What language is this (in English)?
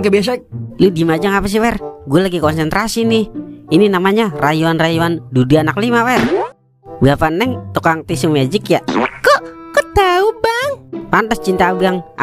Betawi